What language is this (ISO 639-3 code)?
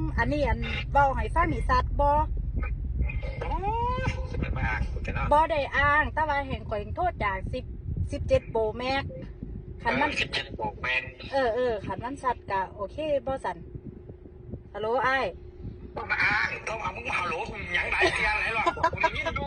tts